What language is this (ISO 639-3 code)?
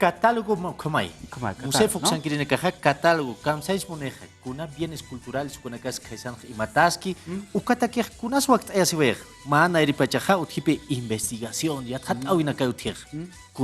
aym